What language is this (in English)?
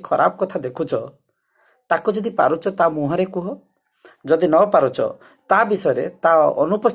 Odia